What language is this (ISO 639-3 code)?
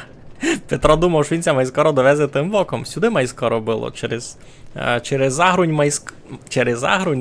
rue